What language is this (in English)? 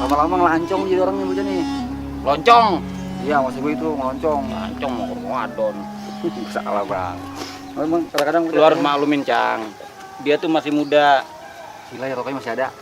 Betawi